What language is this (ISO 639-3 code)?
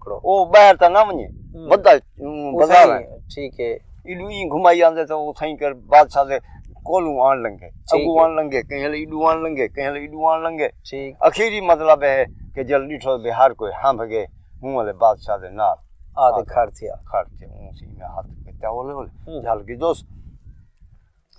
skr